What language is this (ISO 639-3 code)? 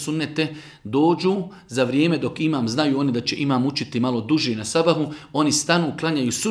bos